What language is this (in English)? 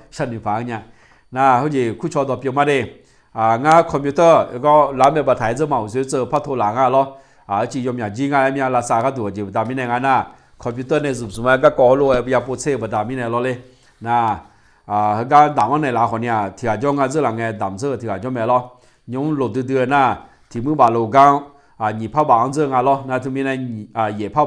Akha